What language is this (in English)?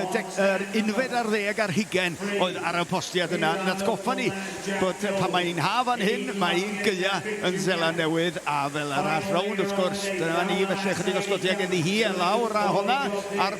Welsh